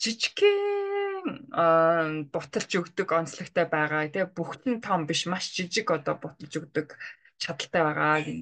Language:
Mongolian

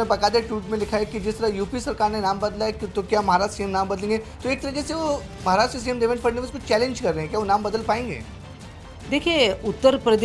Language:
Hindi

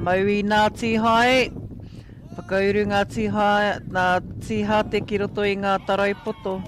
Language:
Māori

